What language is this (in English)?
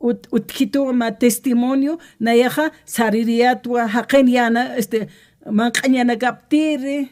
Aymara